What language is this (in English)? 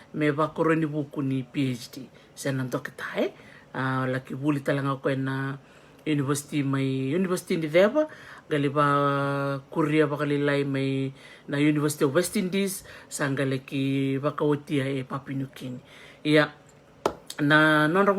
Fijian